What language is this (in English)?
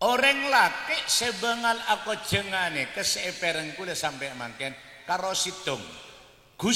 Madurese